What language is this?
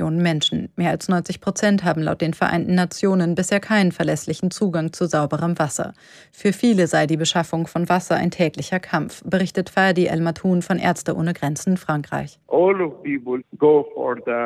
German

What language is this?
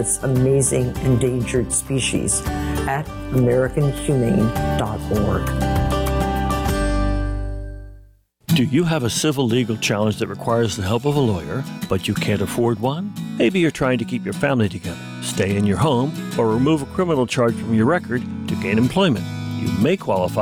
English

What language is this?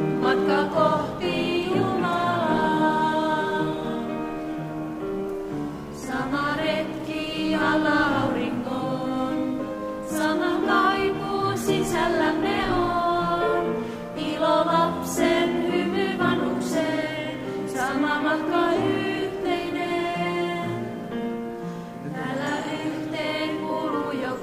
Finnish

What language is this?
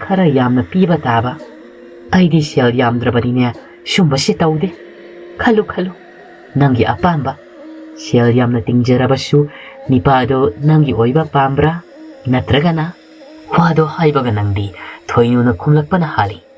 Manipuri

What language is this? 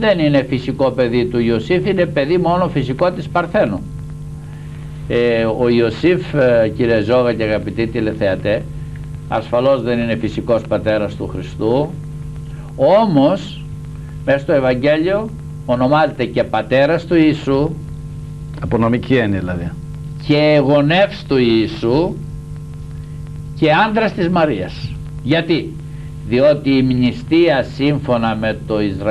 Greek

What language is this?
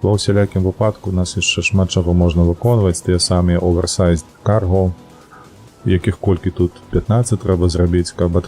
Belarusian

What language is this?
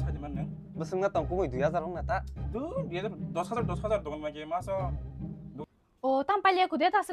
Kok Borok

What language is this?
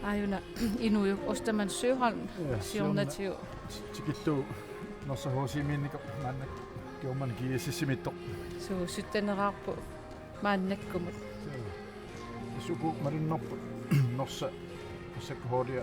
Kalaallisut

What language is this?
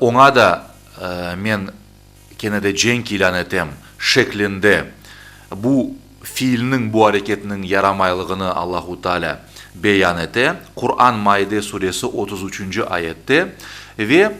Crimean Tatar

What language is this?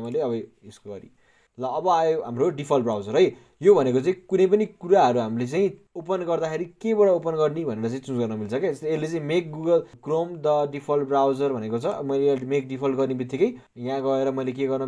Nepali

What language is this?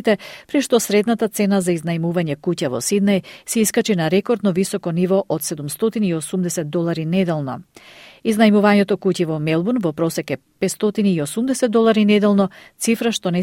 Macedonian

